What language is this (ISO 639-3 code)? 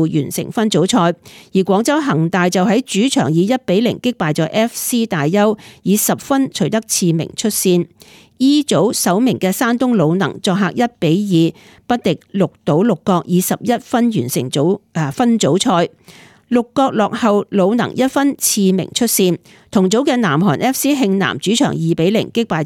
yue